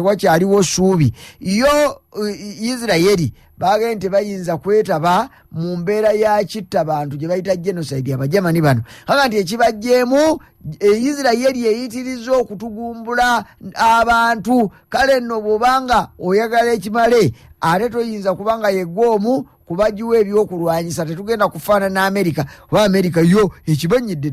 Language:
Ganda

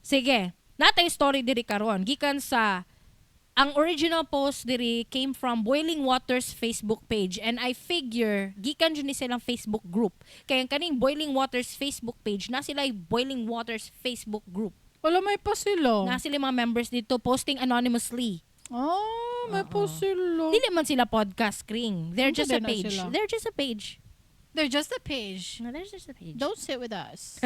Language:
Cebuano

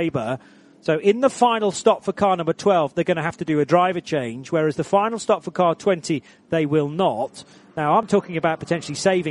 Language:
English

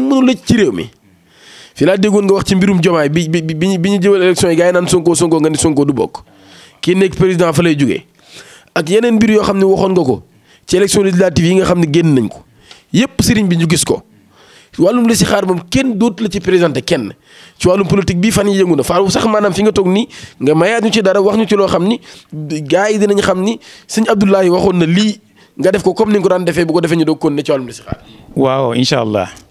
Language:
Wolof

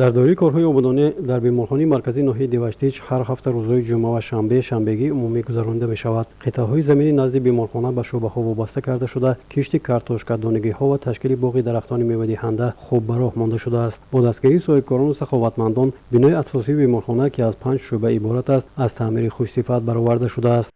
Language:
Tajik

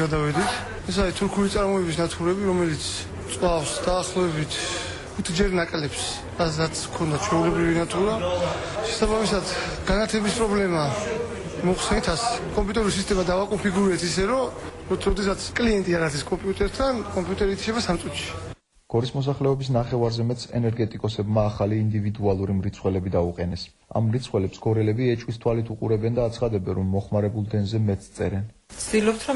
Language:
Georgian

